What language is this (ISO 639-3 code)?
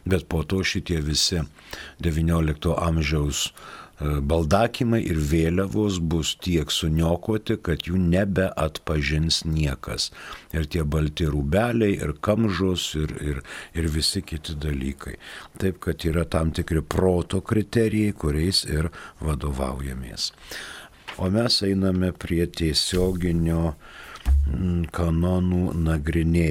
lit